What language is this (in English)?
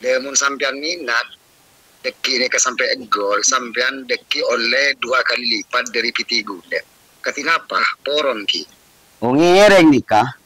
Madurese